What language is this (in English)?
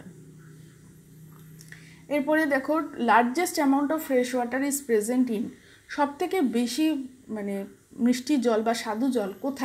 Bangla